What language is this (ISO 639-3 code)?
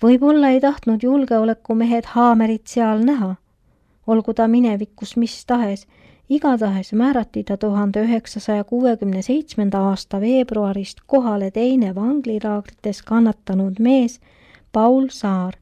est